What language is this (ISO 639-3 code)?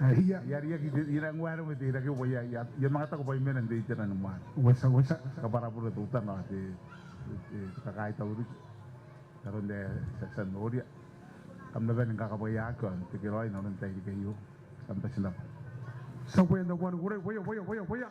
gil